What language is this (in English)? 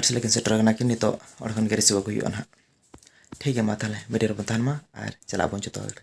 Santali